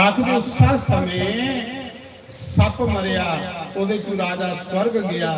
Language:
Dogri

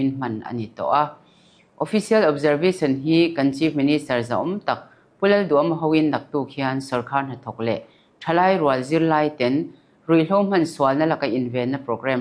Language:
Mizo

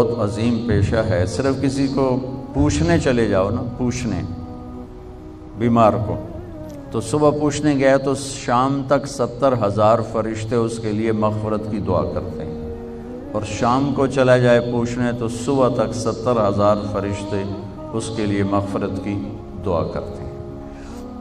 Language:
Urdu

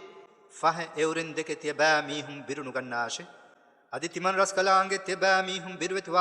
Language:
Divehi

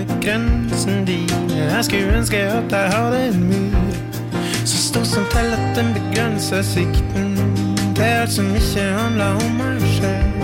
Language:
Norwegian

